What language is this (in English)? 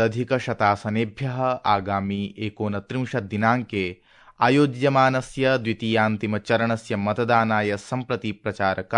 Sanskrit